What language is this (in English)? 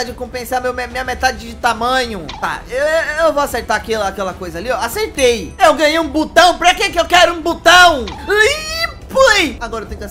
Portuguese